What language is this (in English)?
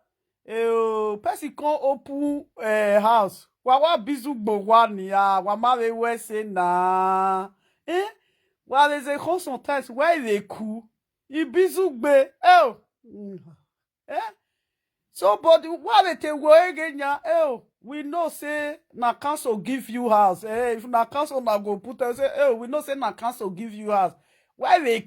Nigerian Pidgin